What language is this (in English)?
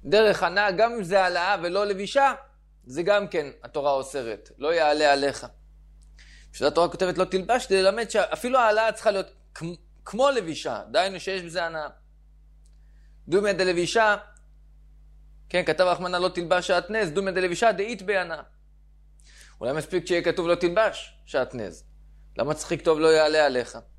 Hebrew